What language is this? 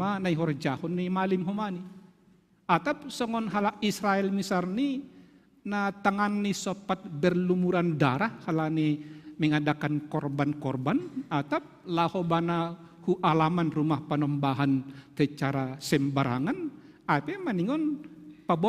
Batak Simalungun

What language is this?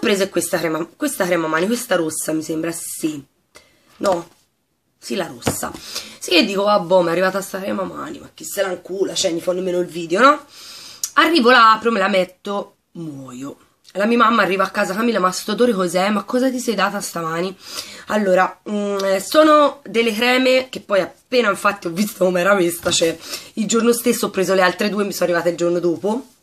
Italian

